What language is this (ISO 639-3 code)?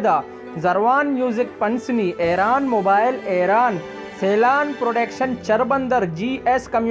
bal